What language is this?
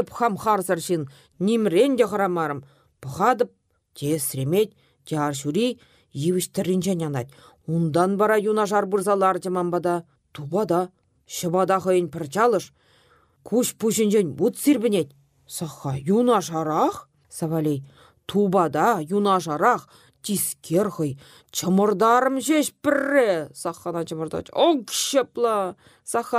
Chuvash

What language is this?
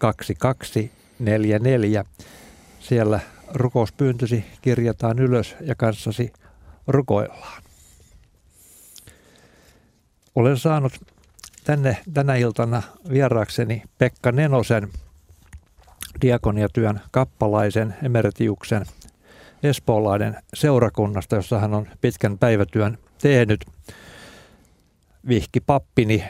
Finnish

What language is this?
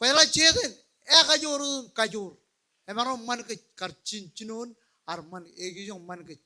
Marshallese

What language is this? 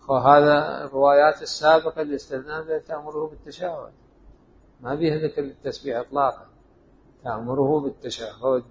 Mesopotamian Arabic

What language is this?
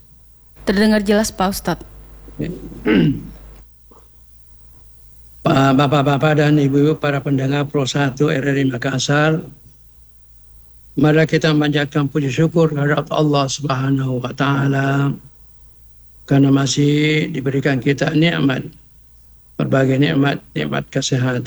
Indonesian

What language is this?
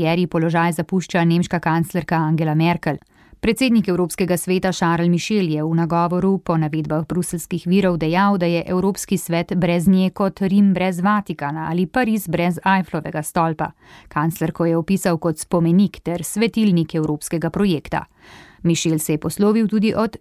Slovenian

